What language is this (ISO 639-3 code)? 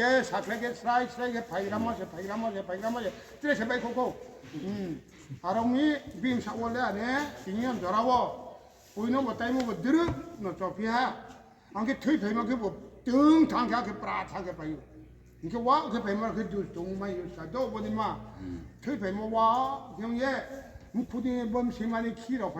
ria